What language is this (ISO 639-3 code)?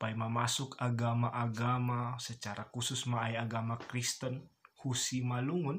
bts